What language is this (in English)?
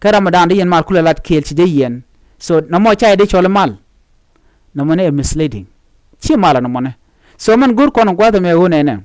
Nuer